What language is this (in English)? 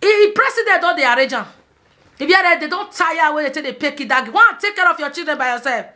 Nigerian Pidgin